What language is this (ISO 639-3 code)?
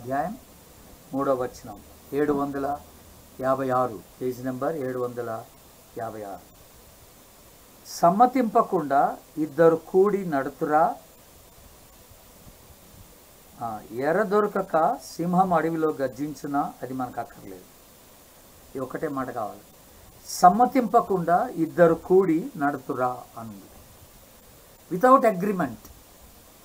tel